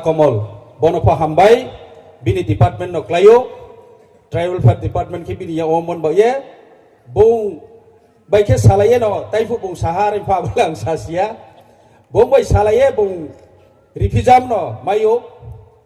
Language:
Riang (India)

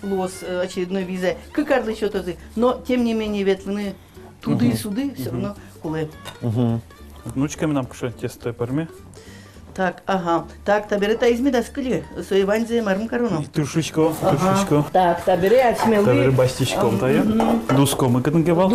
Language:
Udmurt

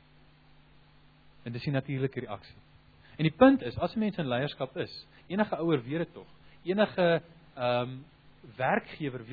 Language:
Afrikaans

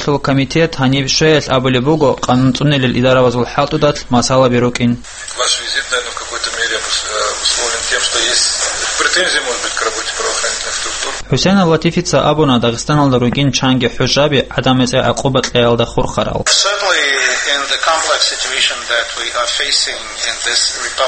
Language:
Avaric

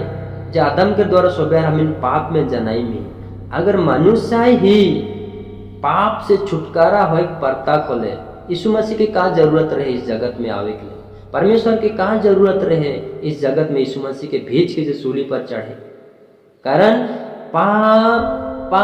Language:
Sadri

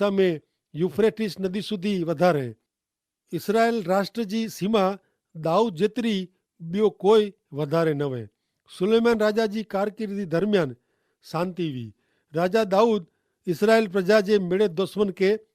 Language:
Kachhi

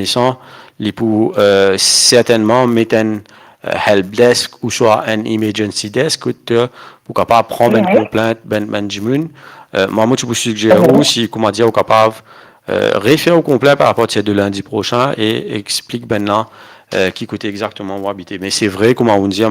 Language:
Morisyen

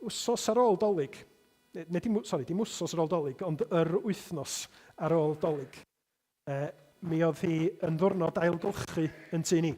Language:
Welsh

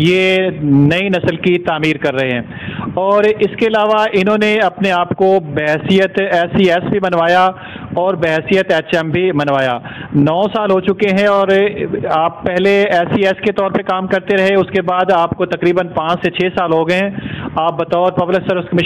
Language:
Urdu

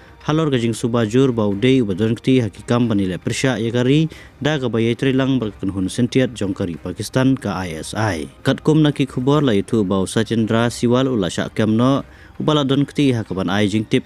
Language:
Khasi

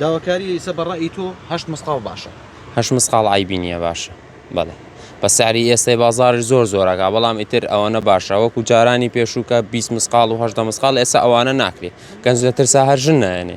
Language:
Central Kurdish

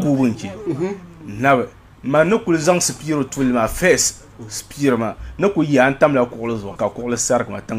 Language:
Dagbani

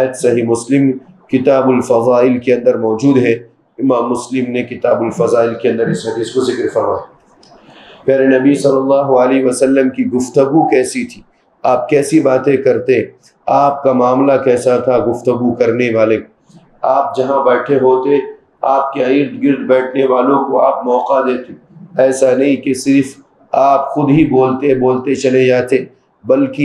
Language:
Urdu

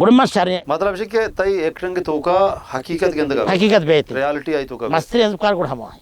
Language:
Baluchi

